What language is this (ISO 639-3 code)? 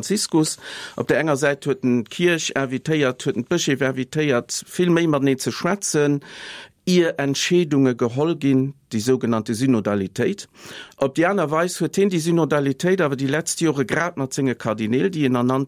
ltz